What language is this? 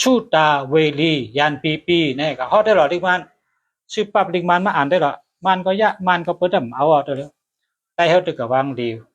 Shan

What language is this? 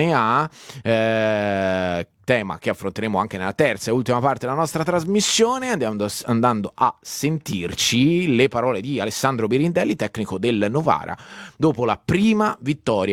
Italian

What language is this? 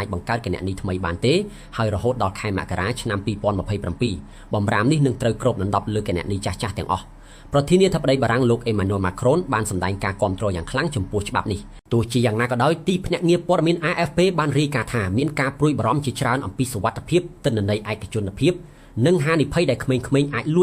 Khmer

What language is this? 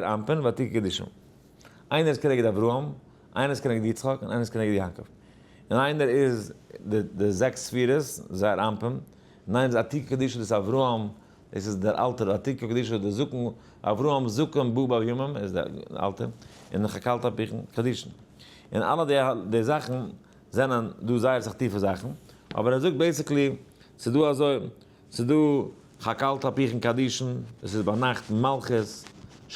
Yiddish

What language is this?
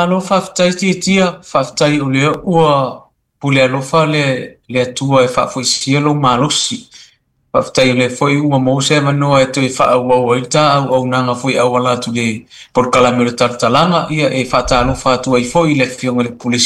Samoan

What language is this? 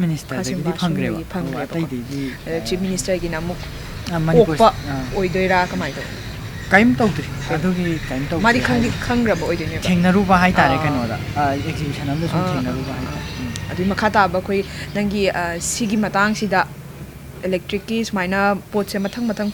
Manipuri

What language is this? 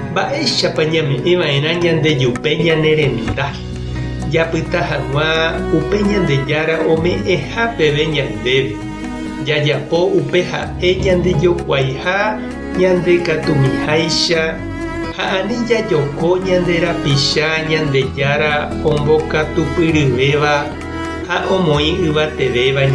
Guarani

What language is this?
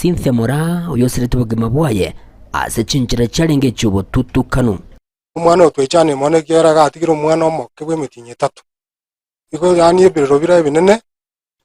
Gusii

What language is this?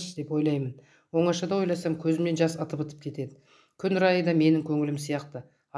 Kazakh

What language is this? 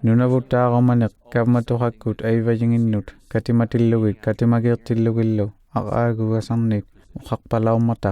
Inuktitut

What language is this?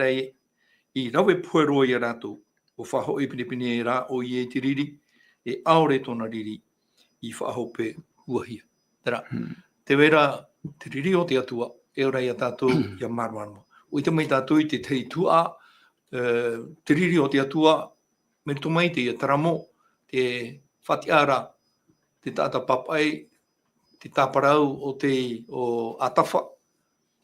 Tahitian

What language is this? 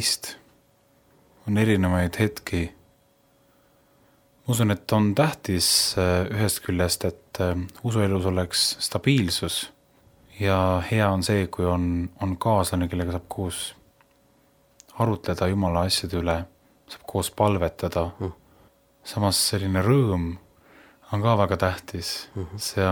Estonian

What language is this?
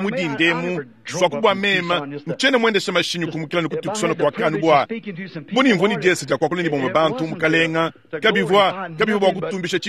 Luba-Lulua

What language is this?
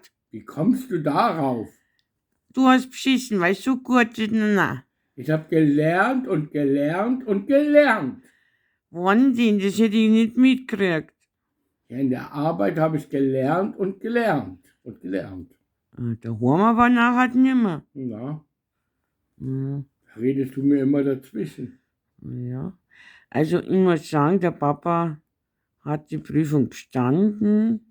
Bavarian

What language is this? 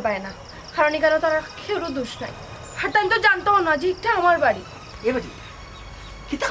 Sylheti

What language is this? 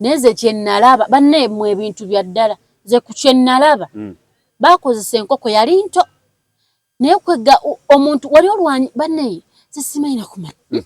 Ganda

